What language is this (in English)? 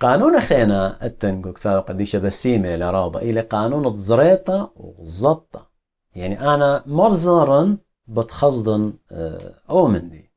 Assyrian Neo-Aramaic